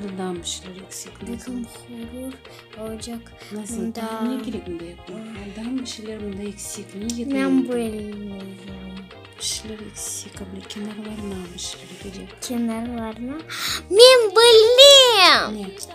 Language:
Crimean Tatar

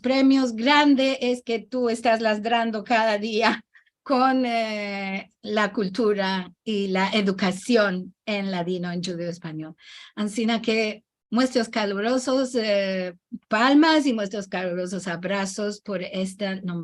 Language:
Ladino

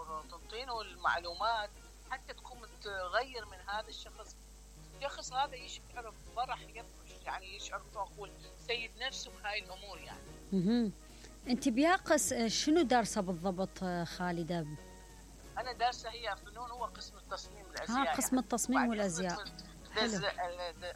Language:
Mesopotamian Arabic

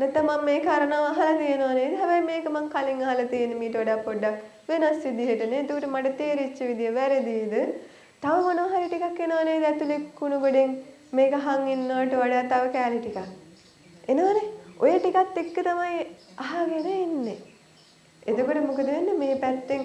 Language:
Sinhala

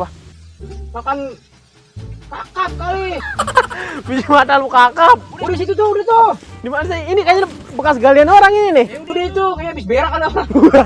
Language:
Betawi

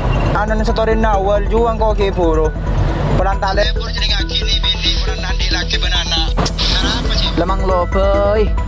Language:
Madurese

